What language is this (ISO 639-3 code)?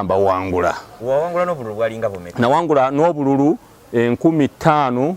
lug